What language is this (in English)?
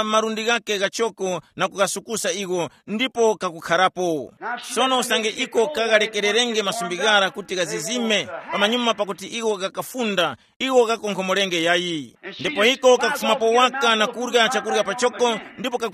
Tumbuka